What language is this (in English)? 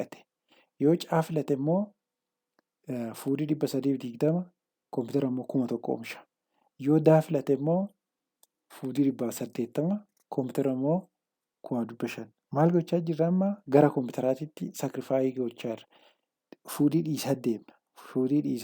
Oromo